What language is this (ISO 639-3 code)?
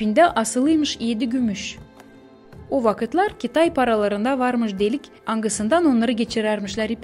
gag